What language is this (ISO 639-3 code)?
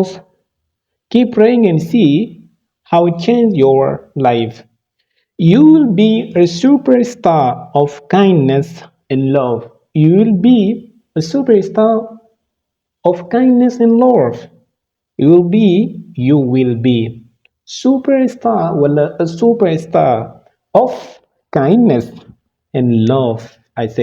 wol